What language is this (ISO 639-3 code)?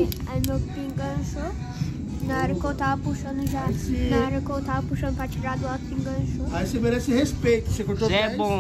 por